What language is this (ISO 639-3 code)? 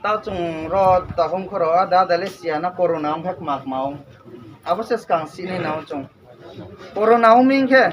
ria